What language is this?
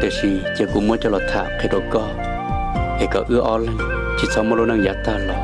Hmong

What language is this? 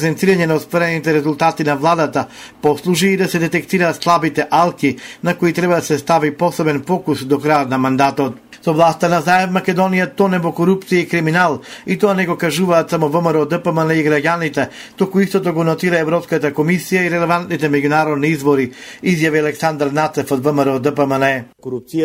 Macedonian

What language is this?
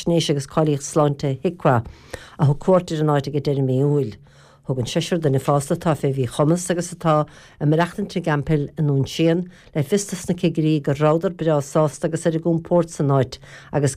Irish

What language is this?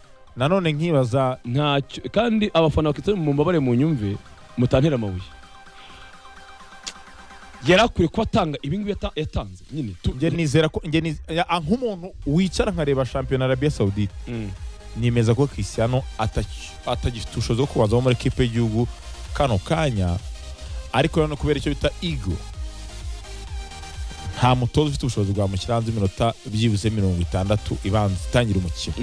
Kinyarwanda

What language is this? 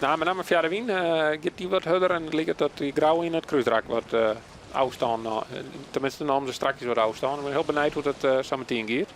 Western Frisian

